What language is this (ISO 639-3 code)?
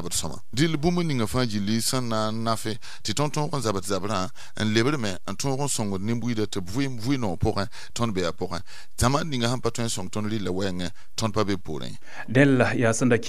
mos